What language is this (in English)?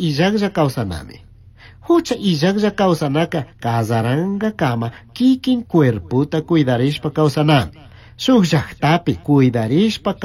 Chimborazo Highland Quichua